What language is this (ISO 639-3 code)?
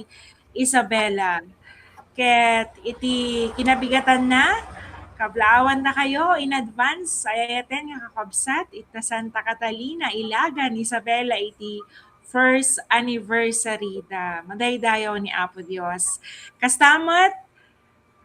ilo